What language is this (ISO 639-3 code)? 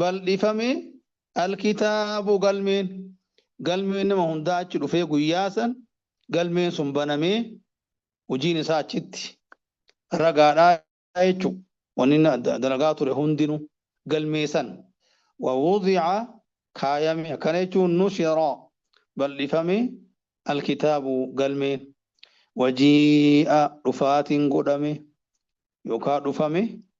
orm